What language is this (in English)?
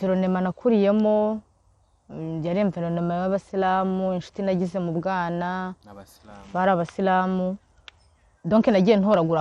Kinyarwanda